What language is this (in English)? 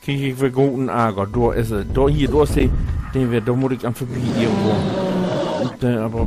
Low German